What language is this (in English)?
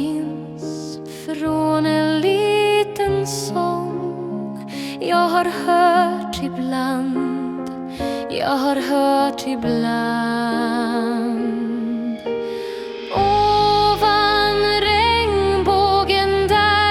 Swedish